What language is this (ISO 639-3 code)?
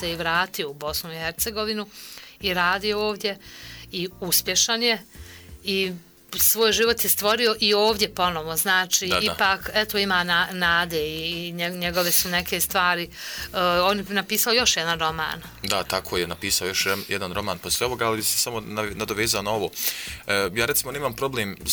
bos